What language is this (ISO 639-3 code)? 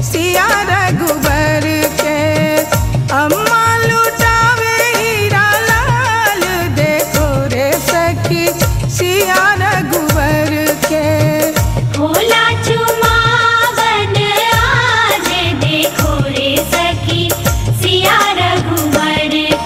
bho